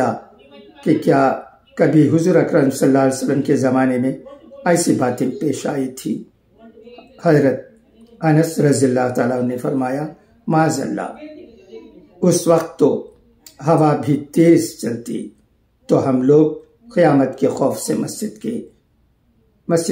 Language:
Urdu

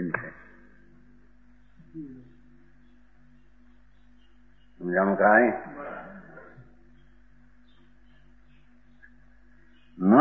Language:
Gujarati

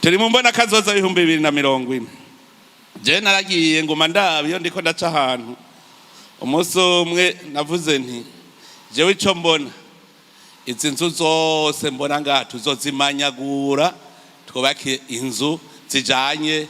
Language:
Rundi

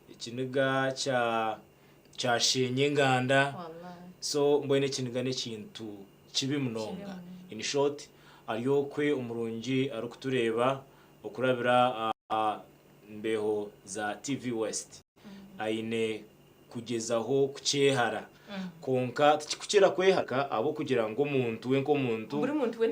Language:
Nyankole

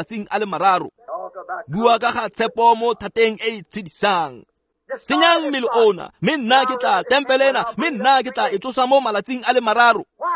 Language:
Tswana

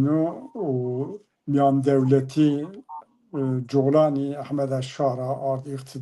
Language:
Zaza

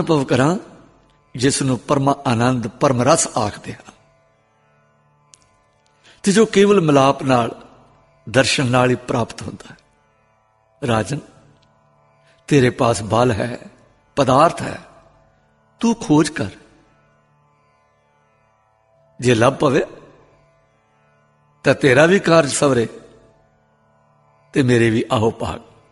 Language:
Punjabi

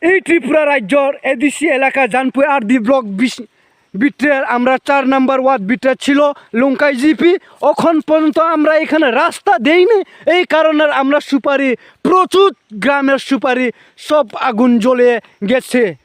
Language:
Riang (India)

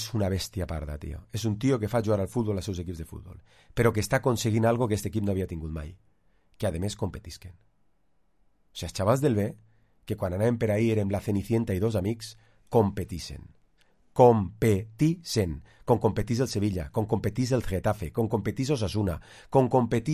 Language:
Catalan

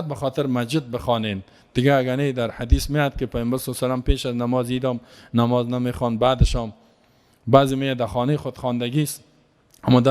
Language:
Persian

